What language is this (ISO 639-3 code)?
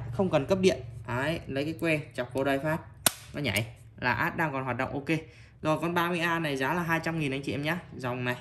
vie